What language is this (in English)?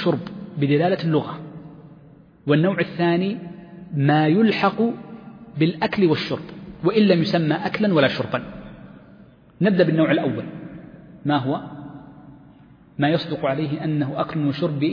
Arabic